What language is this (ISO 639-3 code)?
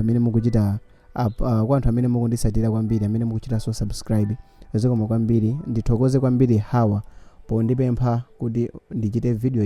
nya